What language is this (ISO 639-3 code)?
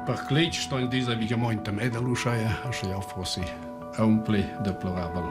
roh